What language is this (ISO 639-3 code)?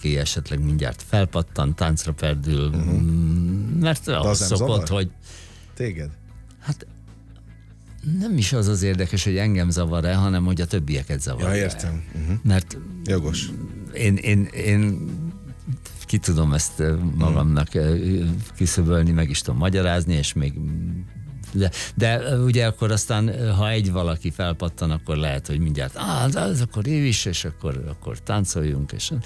hun